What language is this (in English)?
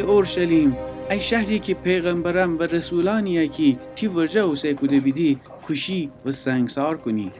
Gilaki